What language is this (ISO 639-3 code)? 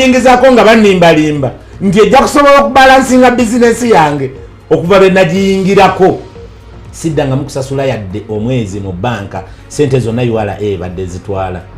lug